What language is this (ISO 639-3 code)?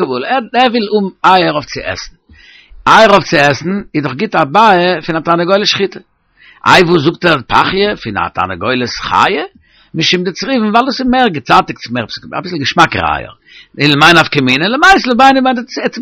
yid